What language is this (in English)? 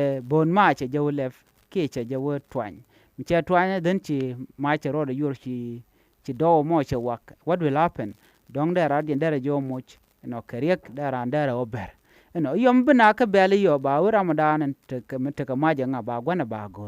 Nuer